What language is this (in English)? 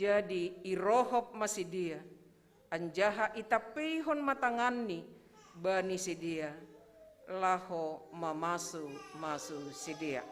Batak Simalungun